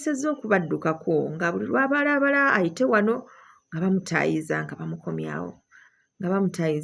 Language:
Ganda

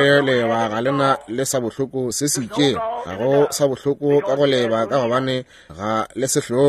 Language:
Northern Sotho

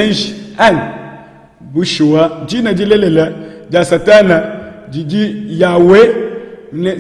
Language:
Luba-Lulua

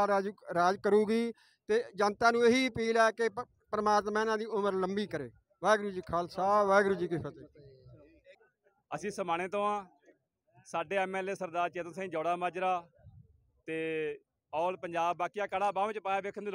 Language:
Punjabi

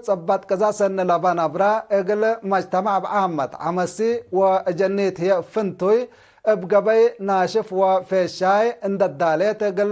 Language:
Tigre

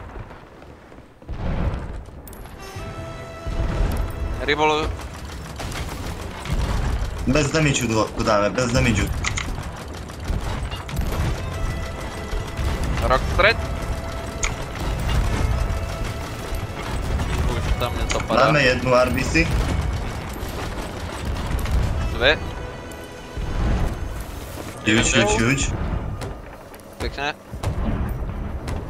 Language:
Czech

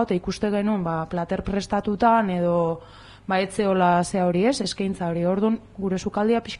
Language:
Basque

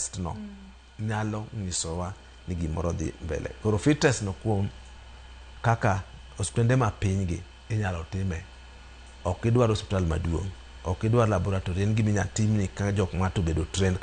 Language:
Luo (Kenya and Tanzania)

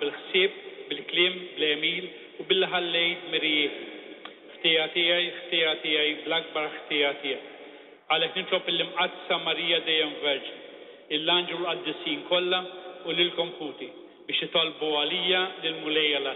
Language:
Maltese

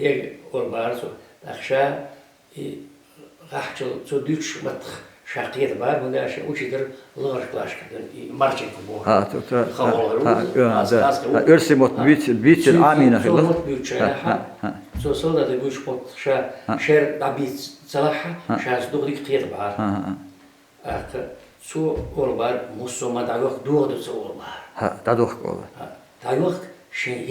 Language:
Chechen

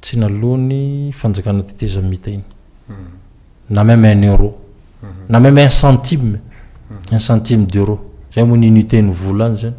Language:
Malagasy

